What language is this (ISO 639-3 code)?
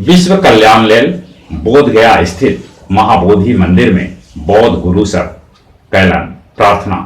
mag